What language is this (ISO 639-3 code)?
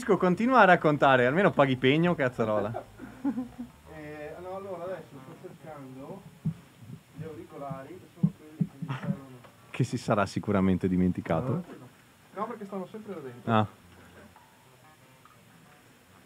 ita